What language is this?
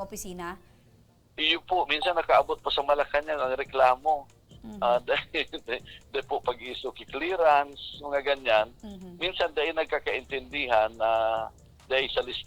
Bikol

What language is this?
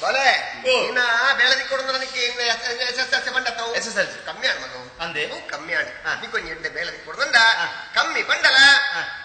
Tulu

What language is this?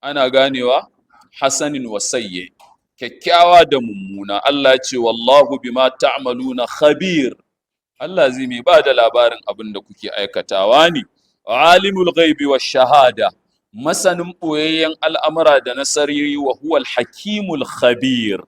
Hausa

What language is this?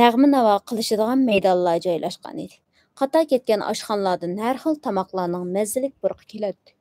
Uyghur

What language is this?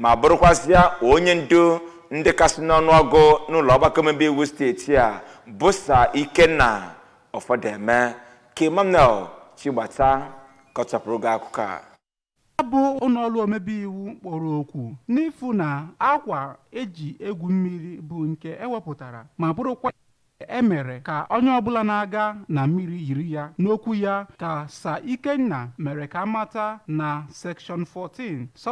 Igbo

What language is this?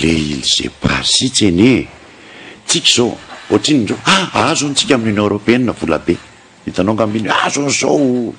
Malagasy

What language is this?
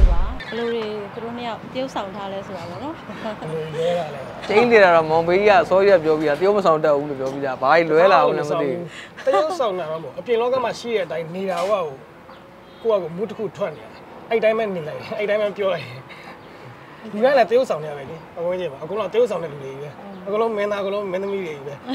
Burmese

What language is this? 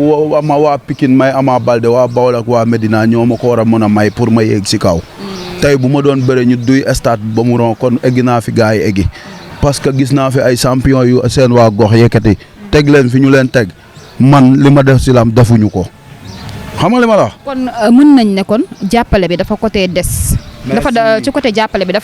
Wolof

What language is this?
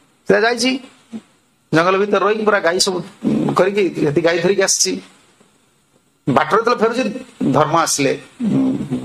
Odia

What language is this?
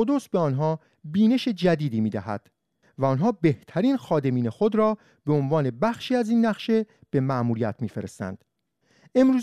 Persian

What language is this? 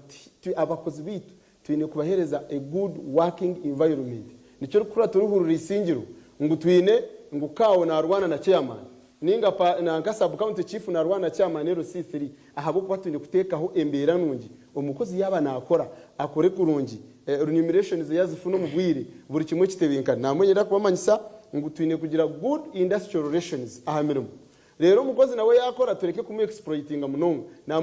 Nyankole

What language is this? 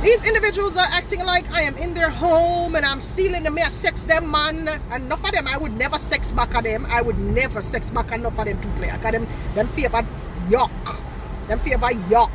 Jamaican Creole English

